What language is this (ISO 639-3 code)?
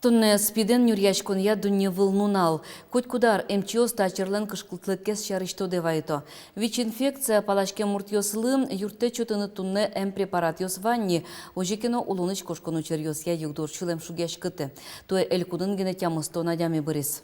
udm